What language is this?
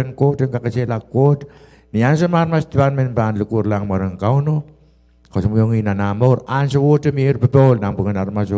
Pohnpeian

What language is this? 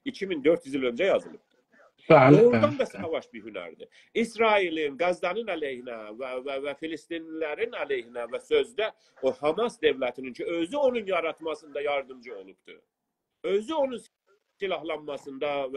South Azerbaijani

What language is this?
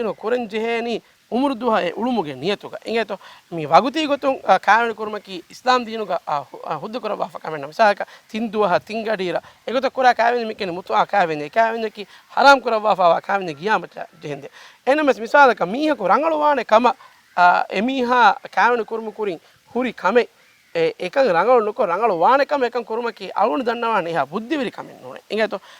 Divehi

